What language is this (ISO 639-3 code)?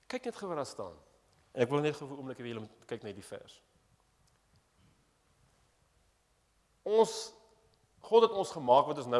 afr